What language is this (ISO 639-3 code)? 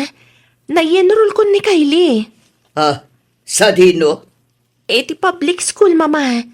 ilo